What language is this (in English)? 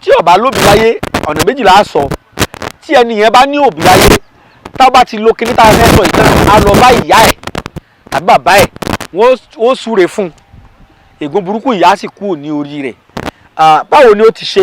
Yoruba